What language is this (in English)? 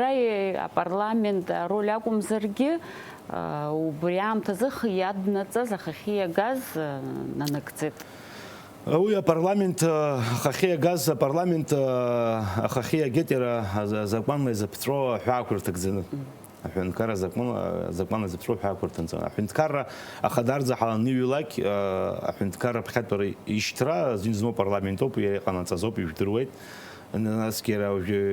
Abkhazian